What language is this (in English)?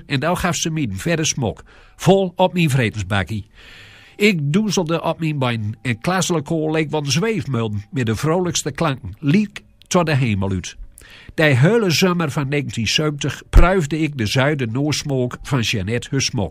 Gronings